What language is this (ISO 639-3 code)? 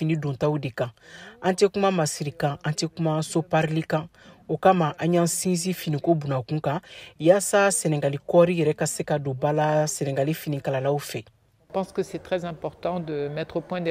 bam